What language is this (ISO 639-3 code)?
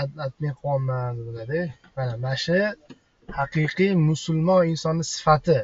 uzb